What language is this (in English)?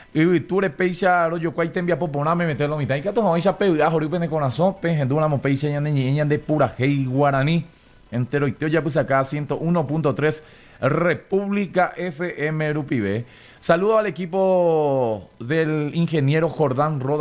Guarani